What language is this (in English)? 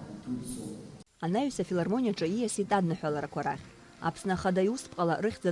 Abkhazian